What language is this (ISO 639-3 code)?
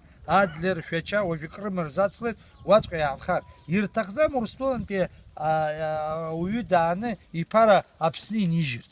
abk